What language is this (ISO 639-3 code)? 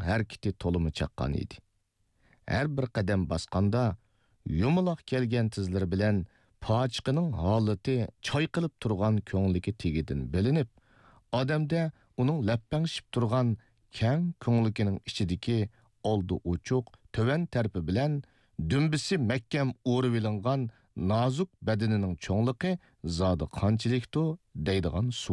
uig